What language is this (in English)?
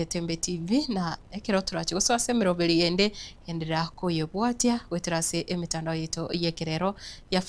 Gusii